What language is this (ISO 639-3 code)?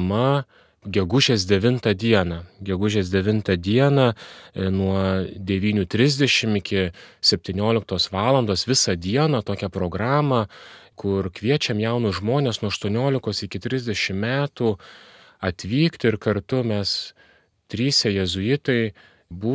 lit